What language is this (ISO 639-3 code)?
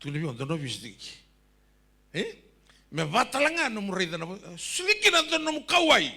fij